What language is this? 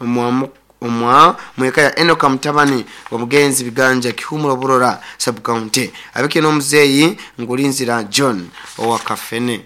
Nyoro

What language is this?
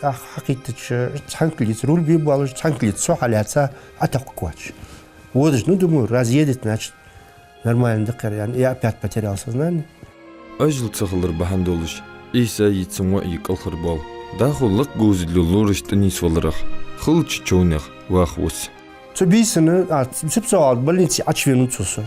Ingush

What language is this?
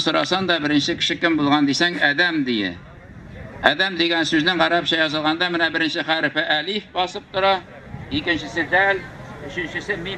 Tatar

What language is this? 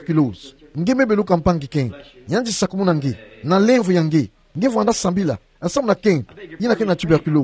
Kituba (Democratic Republic of Congo)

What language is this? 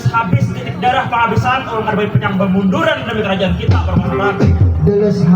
Banjar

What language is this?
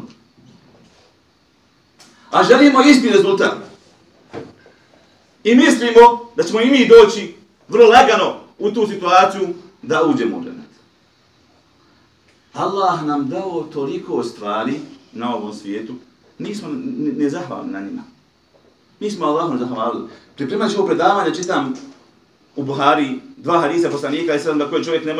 Bosnian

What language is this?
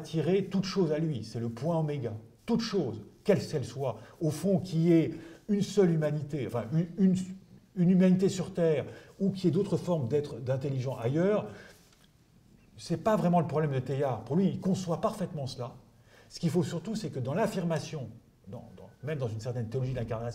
French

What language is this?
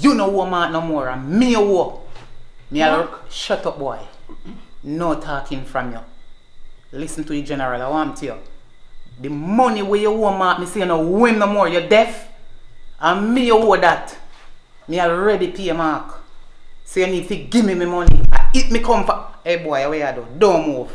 Jamaican Creole English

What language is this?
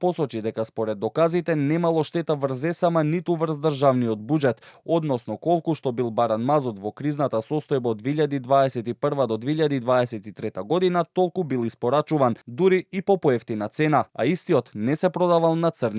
Macedonian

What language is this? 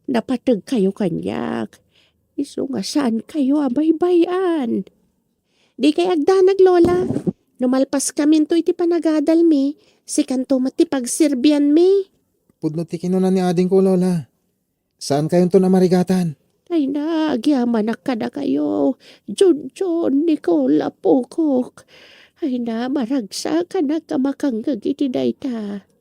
Iloko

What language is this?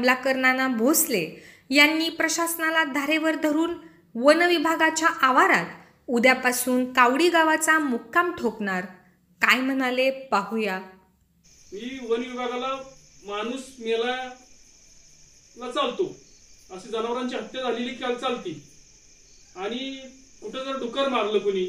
Marathi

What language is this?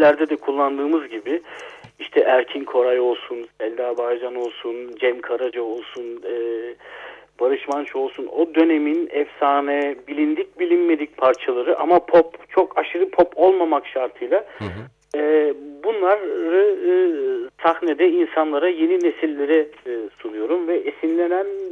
Turkish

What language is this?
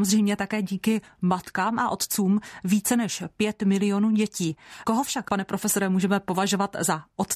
Czech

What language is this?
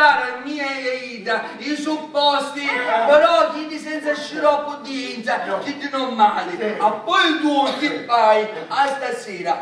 Sicilian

